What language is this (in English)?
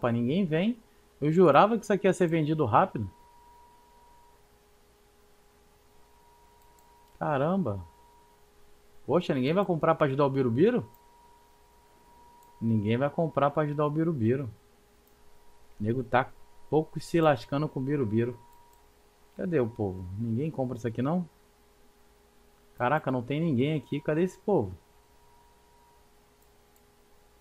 Portuguese